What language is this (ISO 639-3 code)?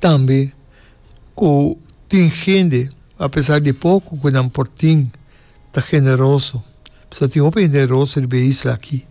pap